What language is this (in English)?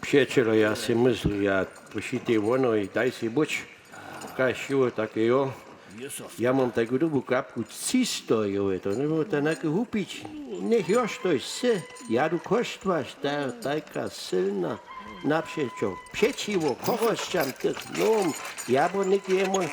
Upper Sorbian